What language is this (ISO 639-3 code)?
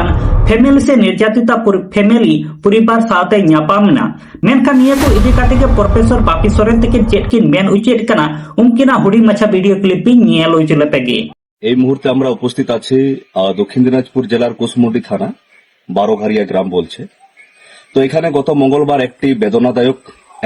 sat